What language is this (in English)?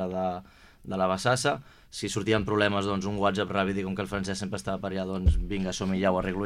Catalan